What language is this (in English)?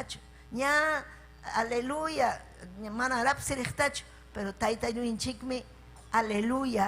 Ayacucho Quechua